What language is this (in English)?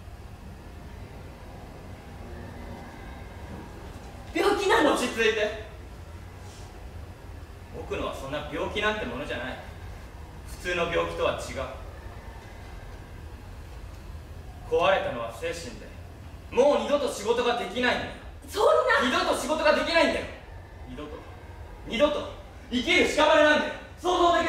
Japanese